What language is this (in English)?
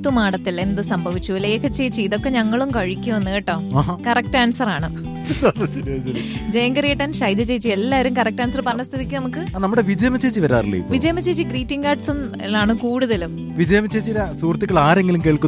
Malayalam